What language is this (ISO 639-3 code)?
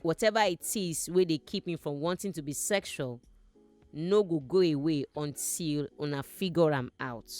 pcm